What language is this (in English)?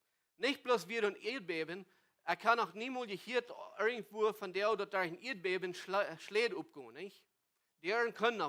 Plautdietsch